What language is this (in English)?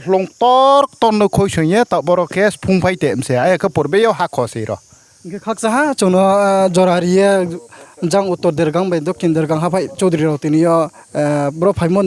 Riang (India)